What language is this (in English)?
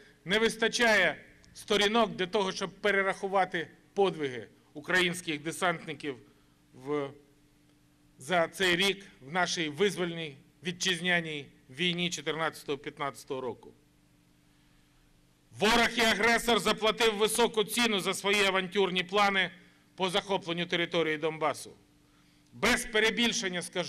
Ukrainian